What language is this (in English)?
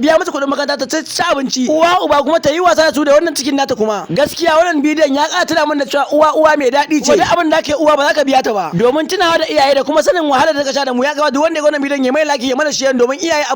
Hausa